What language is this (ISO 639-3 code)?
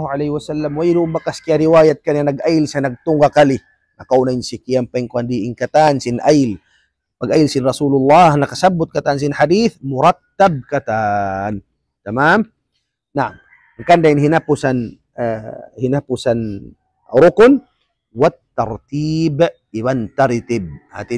tsg